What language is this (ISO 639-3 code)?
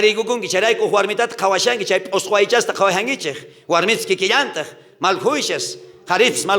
quh